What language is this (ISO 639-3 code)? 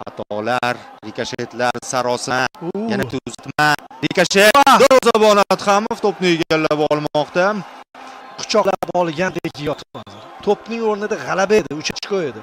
uzb